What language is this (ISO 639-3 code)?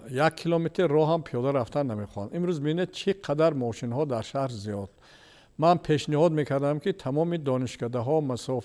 tgk